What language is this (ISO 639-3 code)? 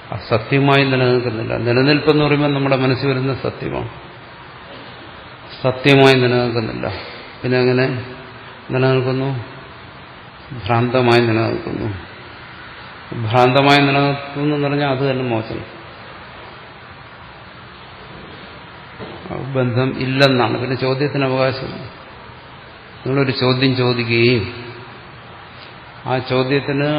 mal